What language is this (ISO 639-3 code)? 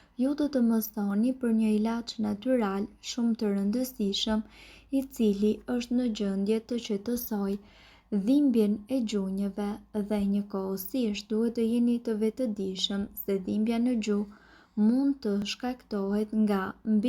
sqi